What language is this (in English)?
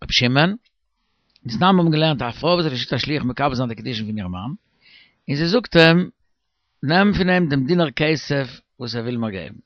Yiddish